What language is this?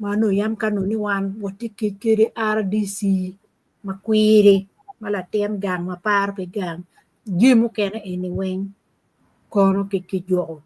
Acoli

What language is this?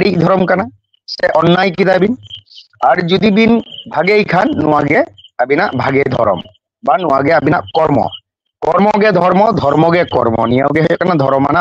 Santali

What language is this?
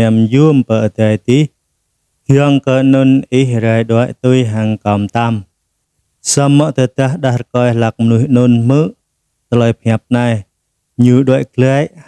Jarai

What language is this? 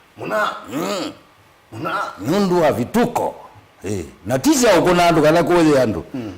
Kamba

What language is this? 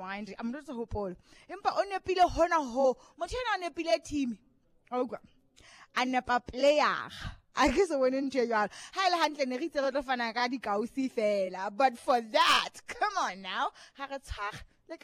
Southern Sotho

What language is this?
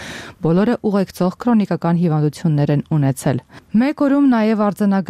Armenian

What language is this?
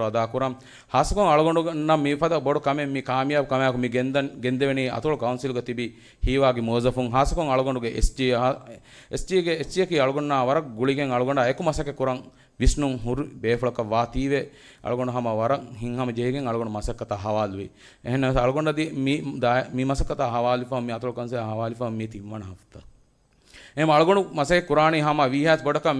Divehi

